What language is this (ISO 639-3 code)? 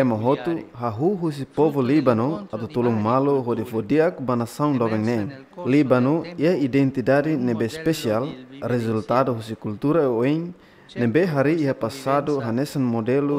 tet